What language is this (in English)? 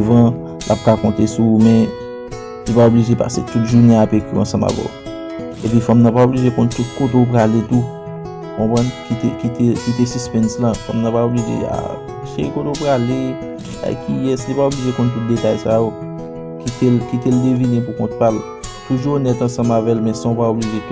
Haitian Creole